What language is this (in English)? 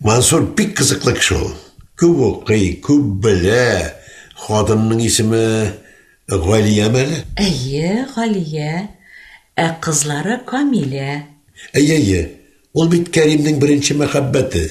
Tatar